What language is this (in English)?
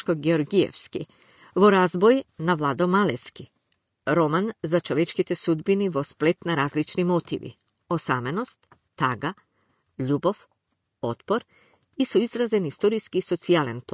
Macedonian